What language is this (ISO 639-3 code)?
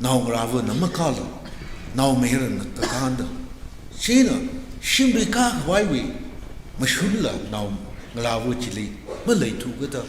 nmf